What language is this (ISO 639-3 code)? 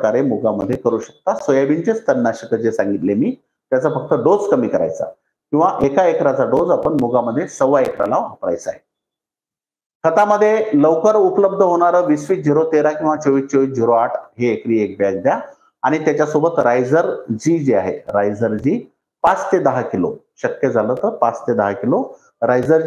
mar